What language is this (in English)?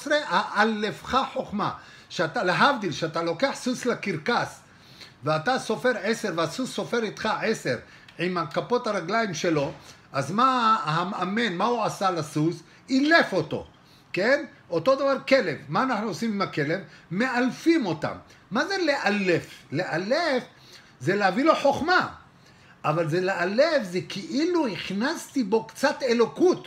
Hebrew